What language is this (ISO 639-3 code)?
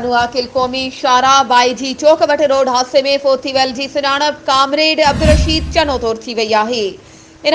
snd